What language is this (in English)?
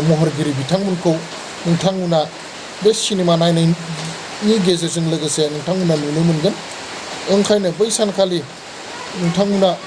Bodo